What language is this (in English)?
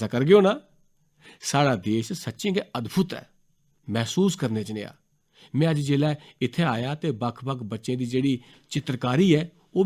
Dogri